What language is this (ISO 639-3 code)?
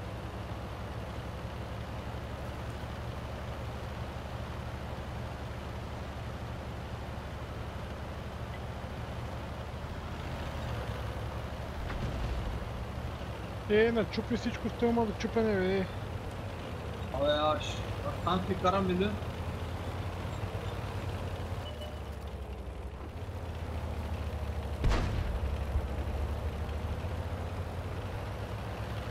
bul